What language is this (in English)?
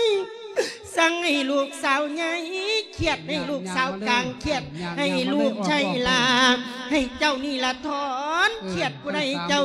Lao